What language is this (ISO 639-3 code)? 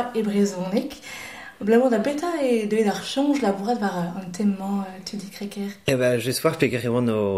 bre